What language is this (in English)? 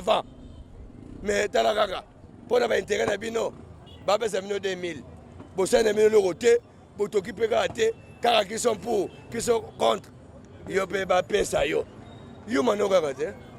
Lingala